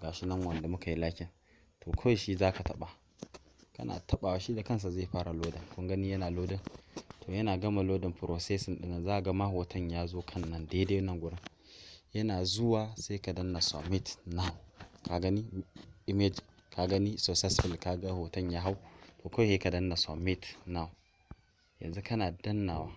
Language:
Hausa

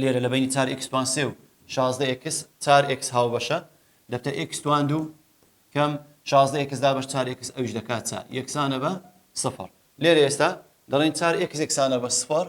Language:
Central Kurdish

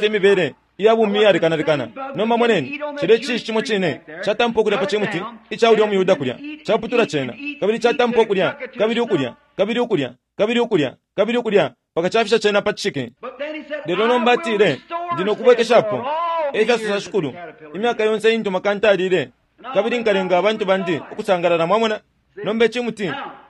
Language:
Bemba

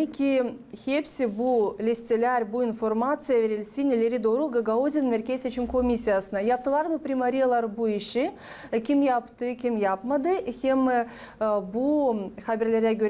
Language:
Gagauz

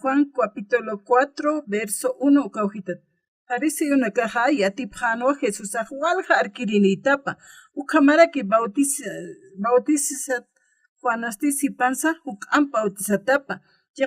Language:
Aymara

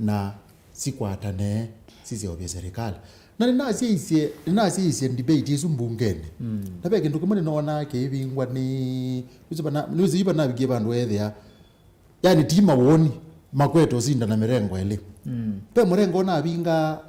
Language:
Kamba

